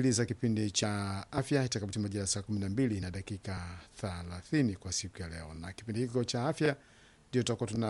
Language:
Swahili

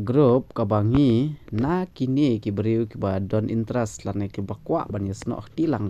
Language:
Khasi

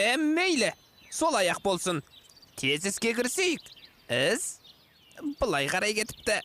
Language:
Kazakh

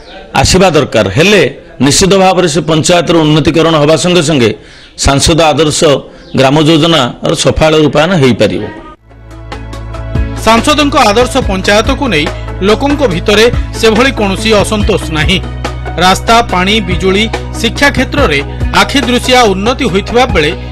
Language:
Odia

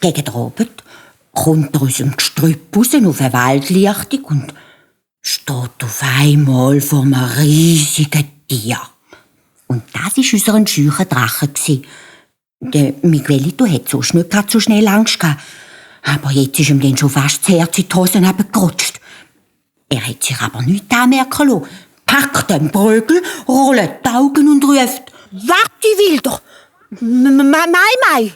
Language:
Swiss German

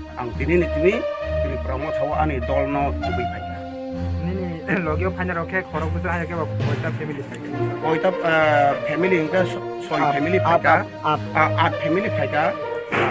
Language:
Kok Borok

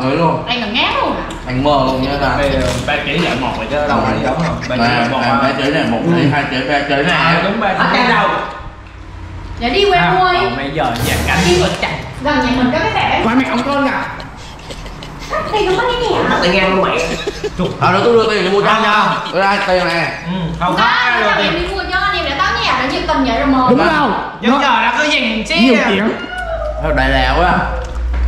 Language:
Vietnamese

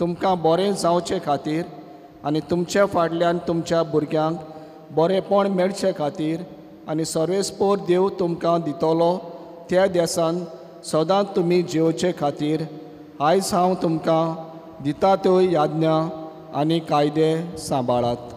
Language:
Konkani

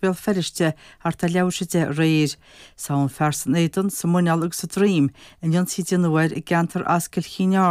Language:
Irish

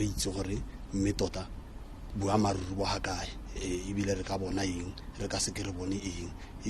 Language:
Tswana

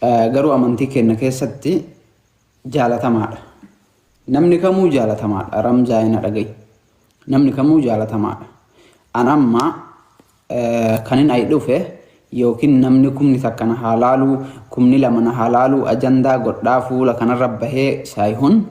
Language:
Oromo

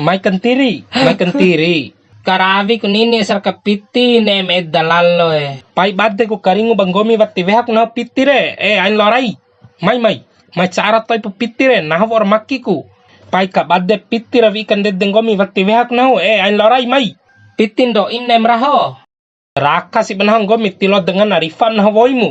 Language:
Bima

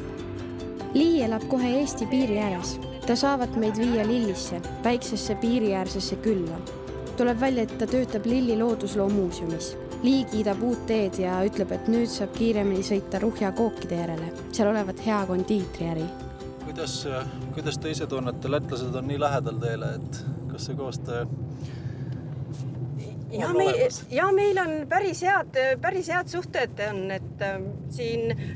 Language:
Estonian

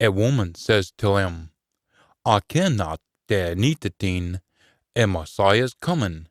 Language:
Scots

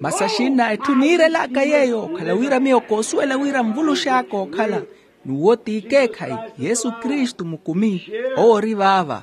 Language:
Makhuwa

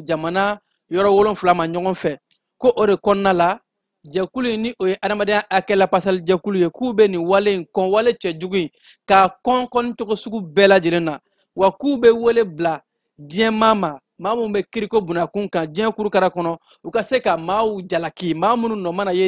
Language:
Bambara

